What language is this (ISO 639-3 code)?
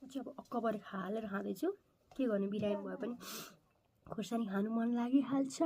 nep